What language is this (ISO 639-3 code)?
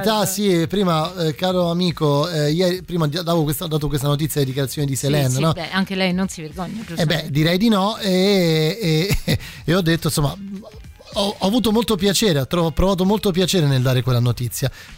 ita